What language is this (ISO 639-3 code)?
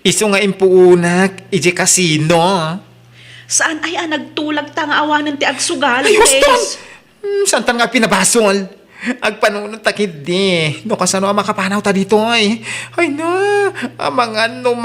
ilo